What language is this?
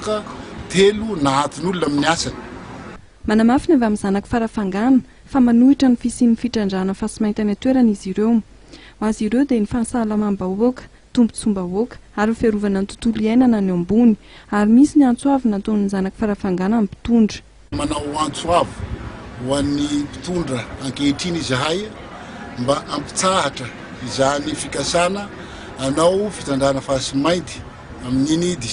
Malagasy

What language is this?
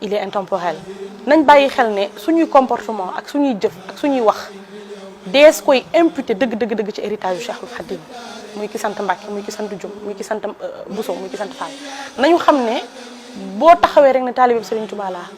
Wolof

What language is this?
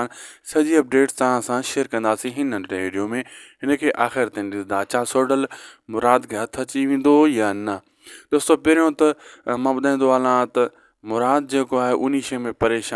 Sindhi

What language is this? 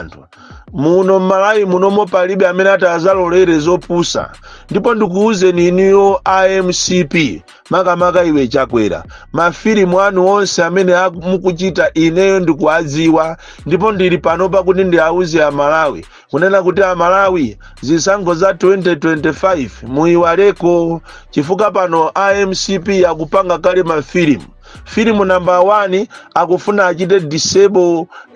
Nyanja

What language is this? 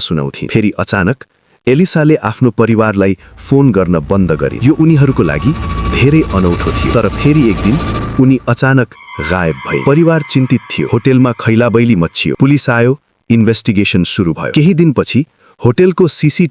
Nepali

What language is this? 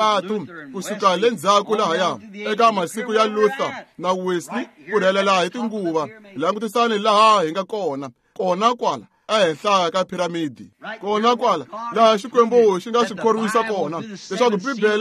Tsonga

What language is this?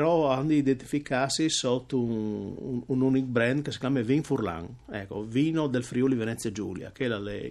Friulian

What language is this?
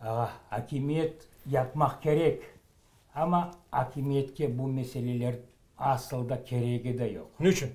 Crimean Tatar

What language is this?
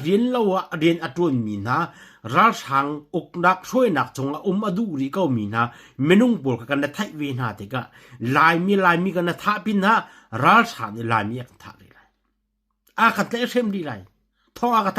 Hakha Chin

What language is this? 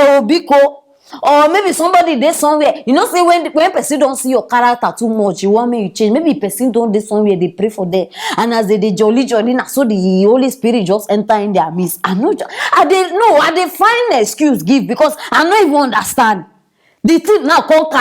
Nigerian Pidgin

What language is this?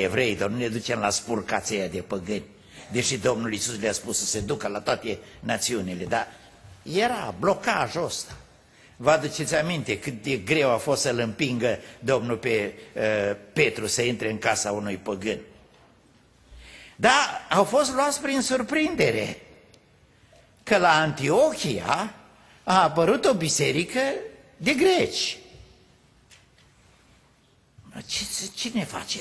Romanian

